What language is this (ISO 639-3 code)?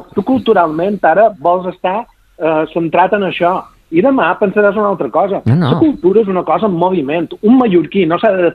cat